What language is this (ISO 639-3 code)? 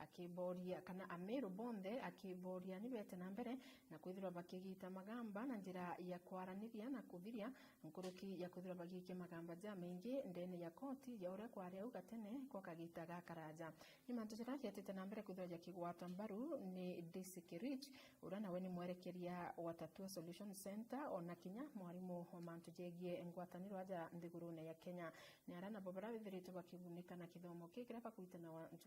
mer